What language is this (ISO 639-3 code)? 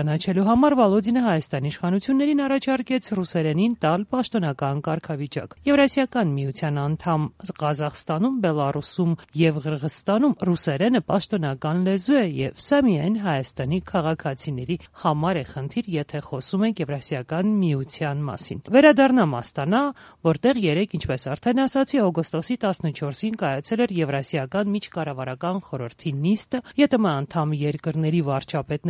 hye